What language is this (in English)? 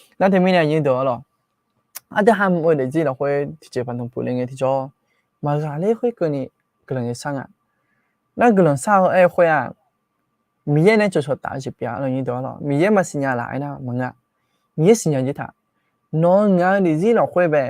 Akha